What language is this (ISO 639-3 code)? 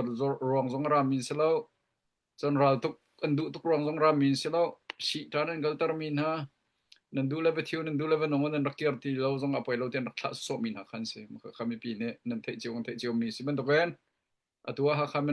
cnh